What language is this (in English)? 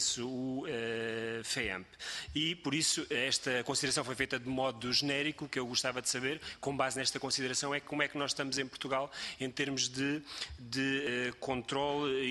Portuguese